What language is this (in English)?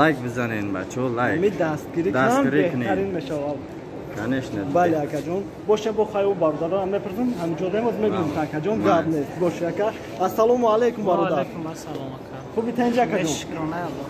Tajik